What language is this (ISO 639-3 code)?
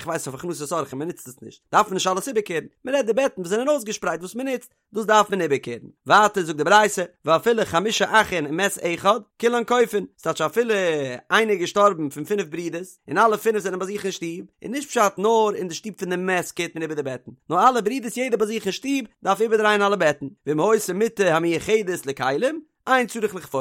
yid